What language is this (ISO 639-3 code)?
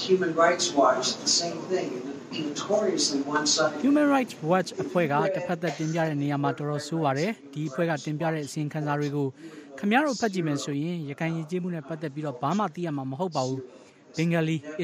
mya